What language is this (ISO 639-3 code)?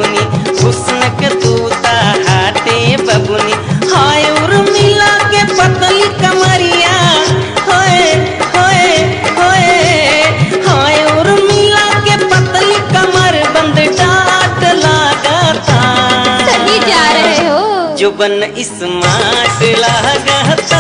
bho